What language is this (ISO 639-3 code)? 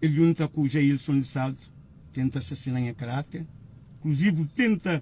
kea